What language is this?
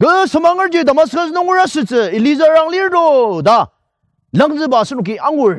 Ao Naga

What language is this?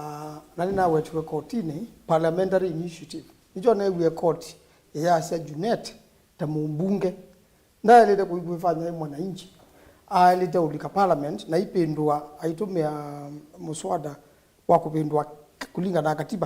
Kamba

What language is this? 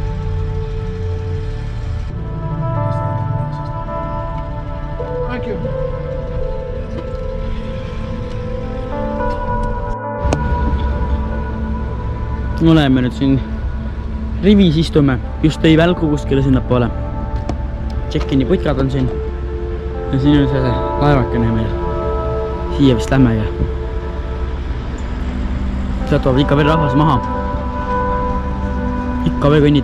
Estonian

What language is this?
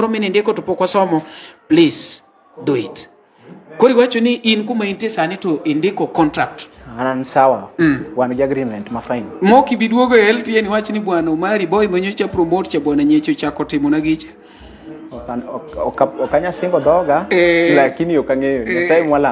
Luo (Kenya and Tanzania)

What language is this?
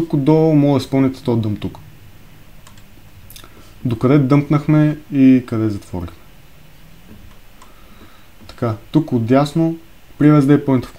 Bulgarian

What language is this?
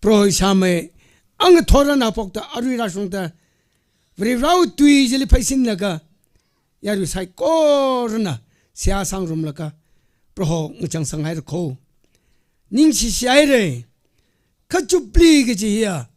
Tangkhul Naga (India)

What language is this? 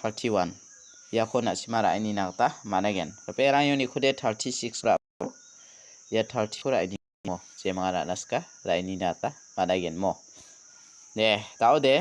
Garo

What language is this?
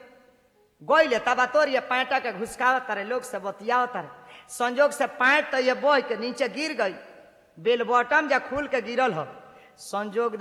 Bhojpuri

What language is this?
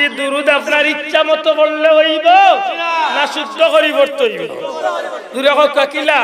Sylheti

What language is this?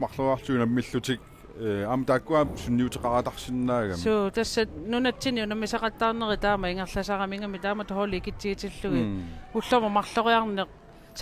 Kalaallisut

